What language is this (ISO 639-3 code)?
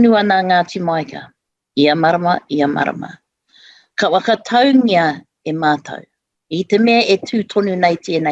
mri